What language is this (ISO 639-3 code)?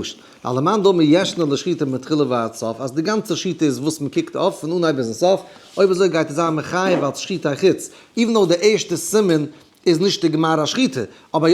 yid